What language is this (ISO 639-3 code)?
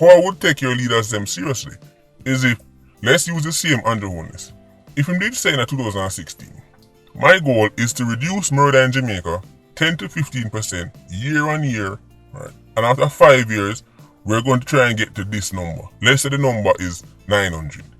jam